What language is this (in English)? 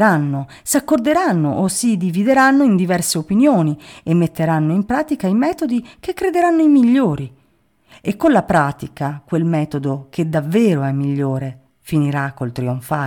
Italian